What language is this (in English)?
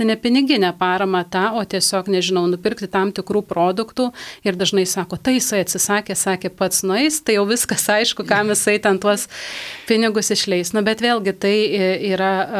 Lithuanian